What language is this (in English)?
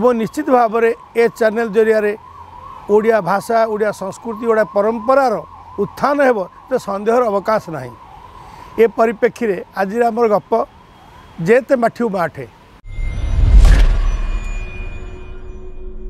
Odia